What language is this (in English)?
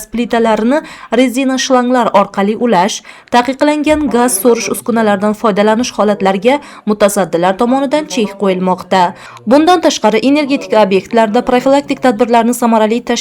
Uzbek